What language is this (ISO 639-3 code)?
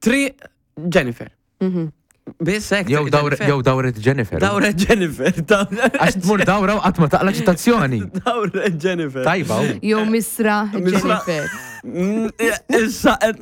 mlt